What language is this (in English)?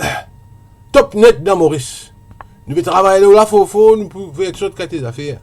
Morisyen